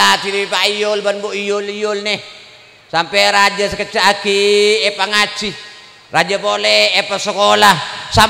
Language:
Madurese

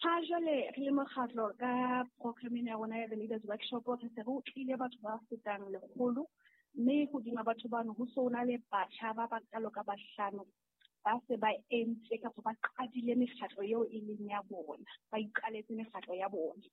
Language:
Southern Sotho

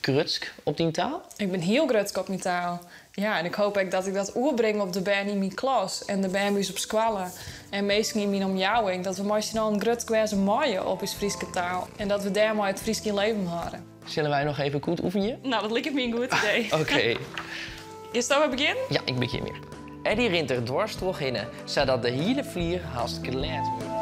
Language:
Western Frisian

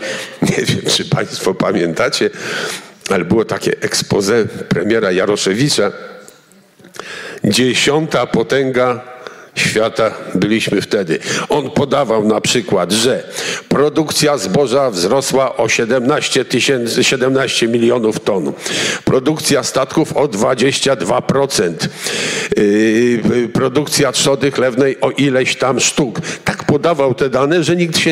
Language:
Polish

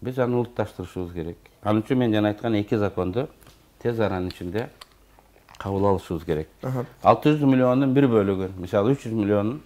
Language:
Kyrgyz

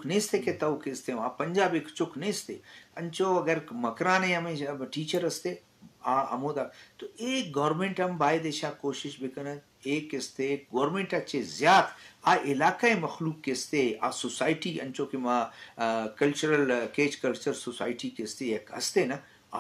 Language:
Eastern Balochi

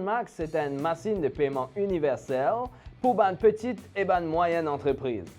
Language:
Morisyen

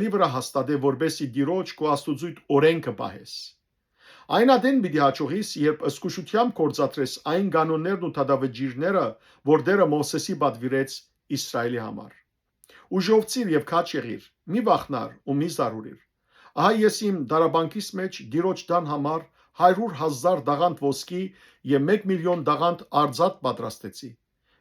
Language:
Western Armenian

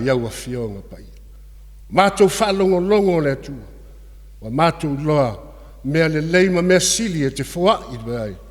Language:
Samoan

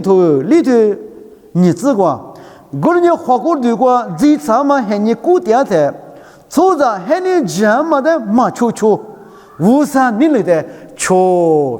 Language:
Lisu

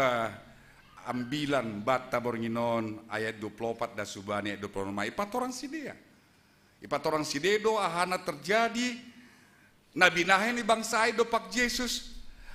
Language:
Batak Simalungun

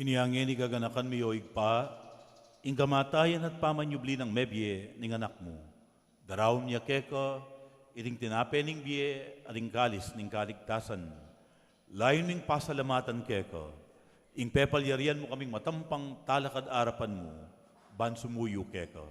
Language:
Pampanga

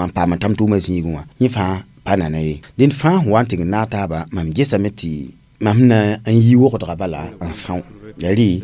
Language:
Mossi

